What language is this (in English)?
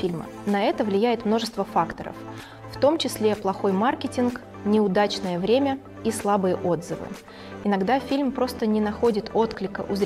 Russian